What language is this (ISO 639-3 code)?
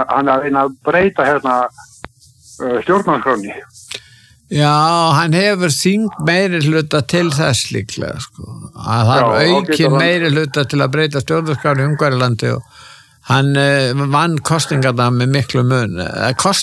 isl